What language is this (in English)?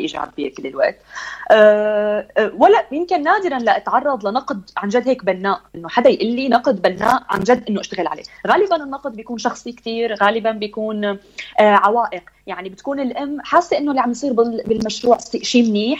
North Levantine Arabic